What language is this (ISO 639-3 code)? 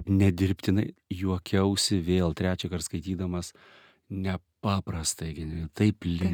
lit